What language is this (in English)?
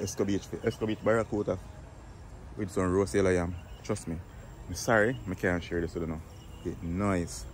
Jamaican Creole English